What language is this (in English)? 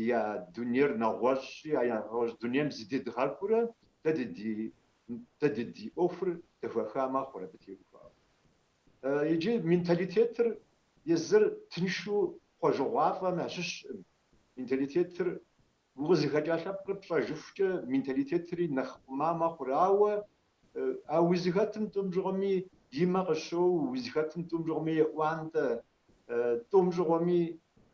Kabardian